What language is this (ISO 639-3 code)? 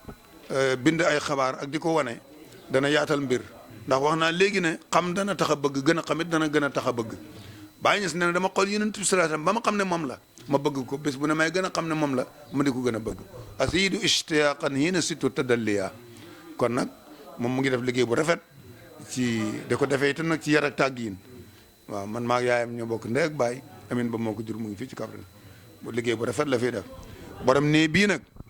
wol